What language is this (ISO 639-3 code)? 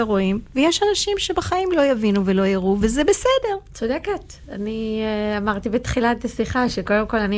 heb